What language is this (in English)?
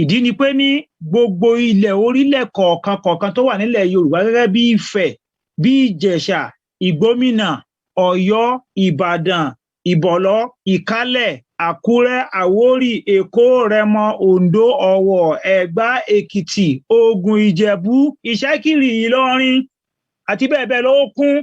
Yoruba